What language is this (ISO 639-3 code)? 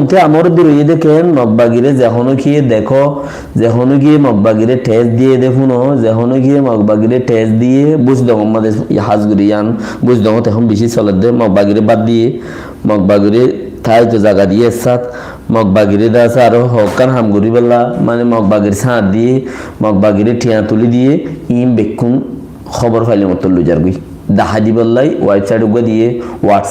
rhg